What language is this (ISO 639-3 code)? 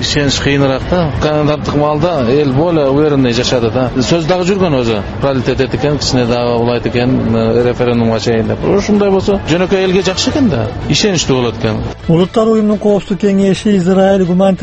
kir